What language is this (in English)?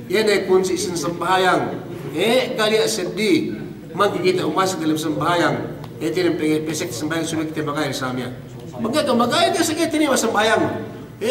Yakan